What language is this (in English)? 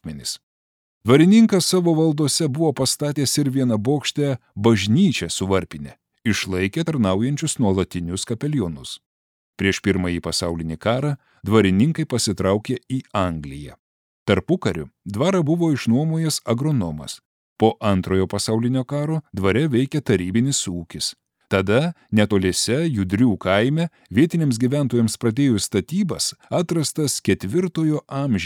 Lithuanian